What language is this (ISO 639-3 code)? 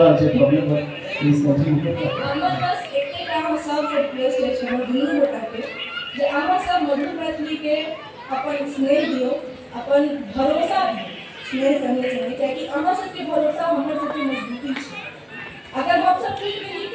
mai